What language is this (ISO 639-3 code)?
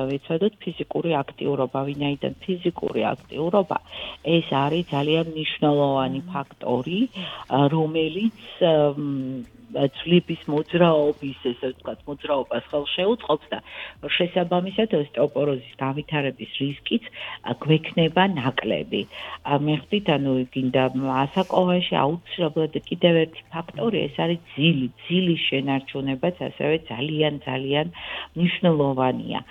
kat